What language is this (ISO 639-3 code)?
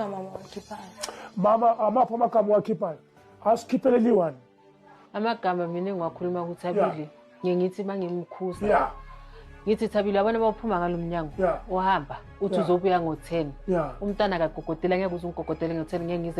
zul